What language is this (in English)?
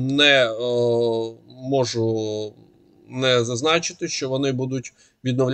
Ukrainian